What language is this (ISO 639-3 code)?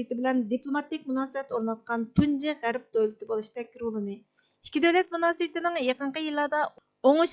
uig